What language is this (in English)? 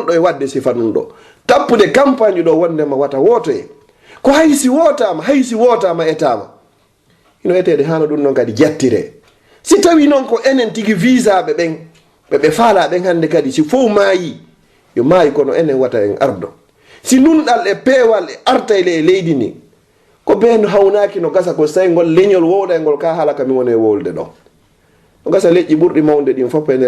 Fula